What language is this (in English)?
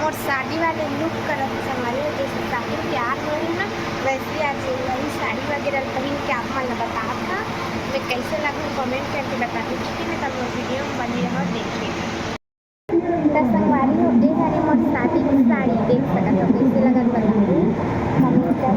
Chhattisgarhi